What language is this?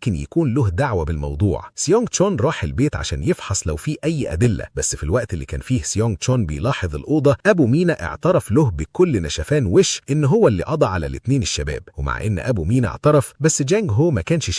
Egyptian Arabic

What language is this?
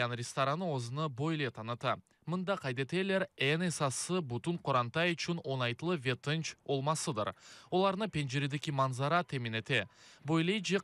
Crimean Tatar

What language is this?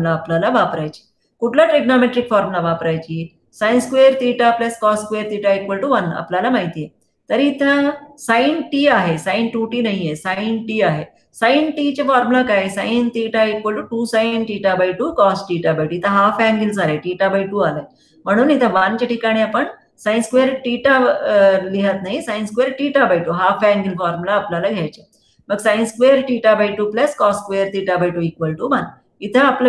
Marathi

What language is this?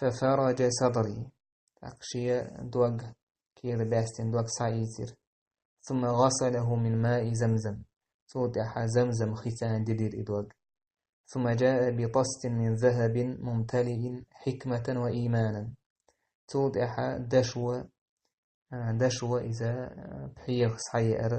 Chechen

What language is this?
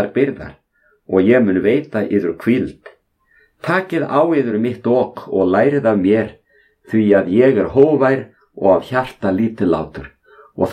Icelandic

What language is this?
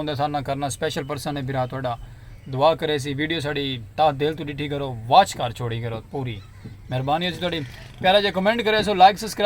Saraiki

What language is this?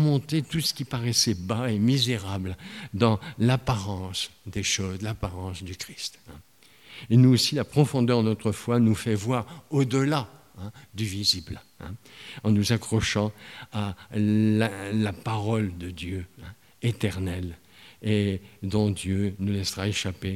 French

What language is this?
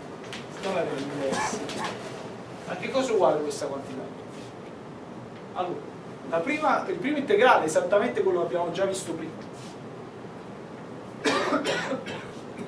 Italian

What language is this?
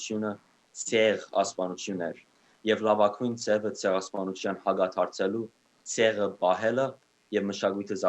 Western Armenian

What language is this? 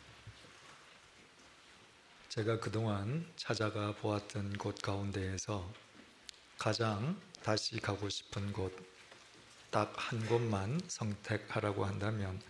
Korean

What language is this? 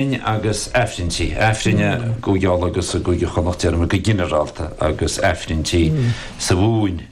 Irish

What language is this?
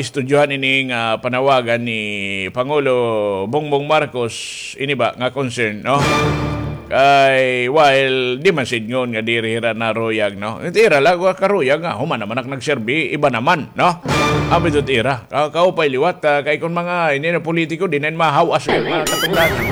Waray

